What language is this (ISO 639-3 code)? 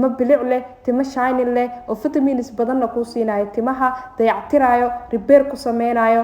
som